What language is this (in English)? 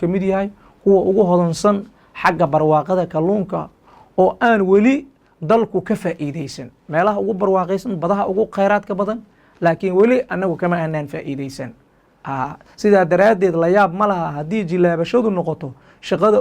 Somali